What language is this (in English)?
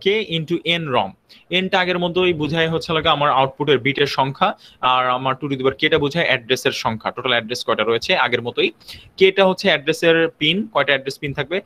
Bangla